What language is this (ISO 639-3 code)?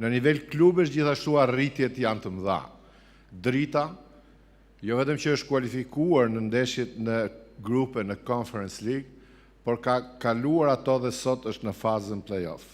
sqi